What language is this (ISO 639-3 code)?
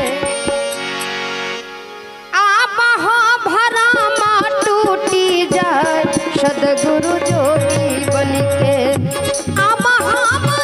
mai